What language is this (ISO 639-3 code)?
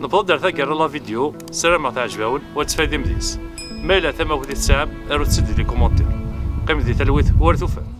kab